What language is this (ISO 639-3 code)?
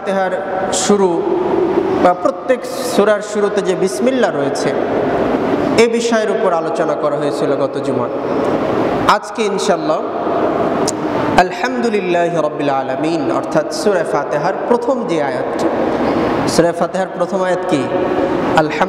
ben